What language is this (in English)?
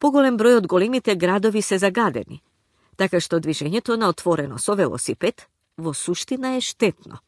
Macedonian